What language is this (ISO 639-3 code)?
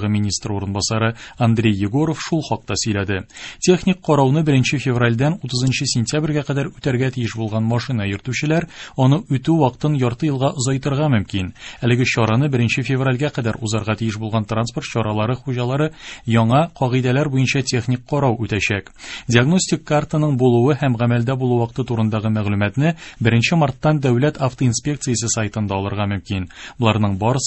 tat